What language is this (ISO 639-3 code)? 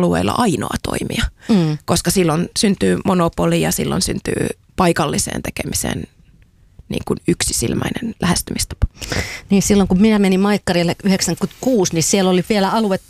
fin